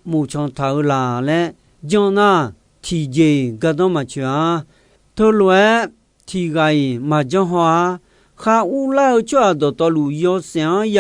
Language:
Akha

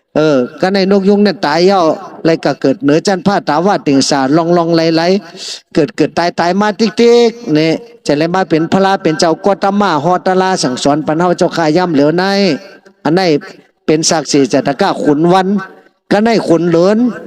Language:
Shan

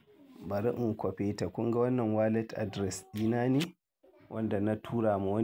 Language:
Hausa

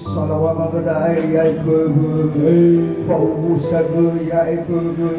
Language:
Nias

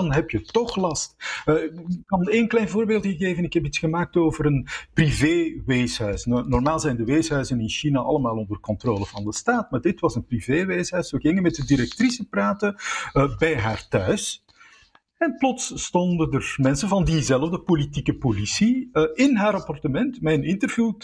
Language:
Dutch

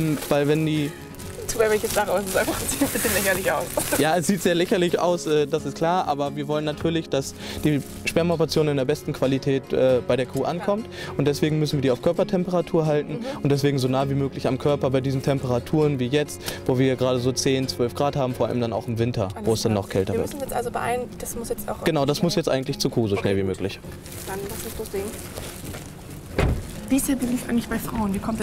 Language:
German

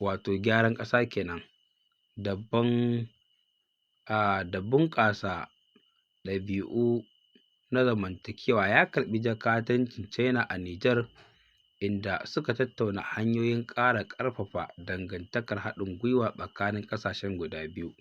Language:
Hausa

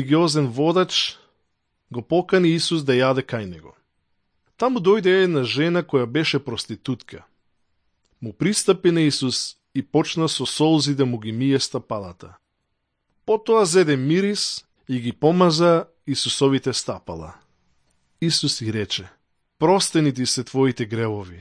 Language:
Macedonian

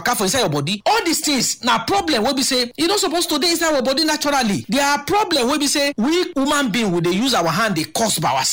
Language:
Nigerian Pidgin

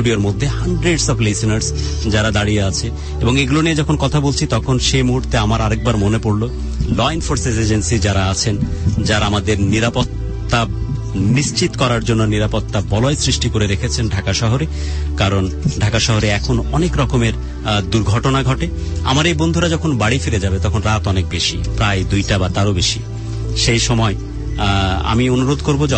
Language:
Bangla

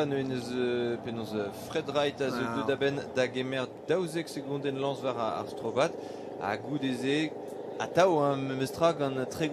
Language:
Breton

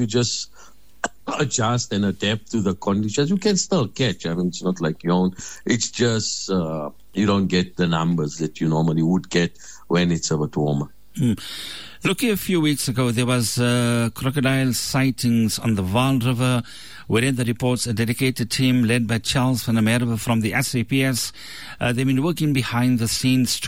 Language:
English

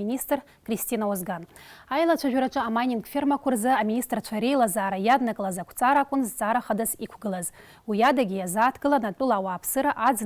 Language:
Abkhazian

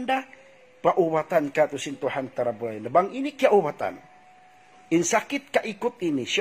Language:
Tausug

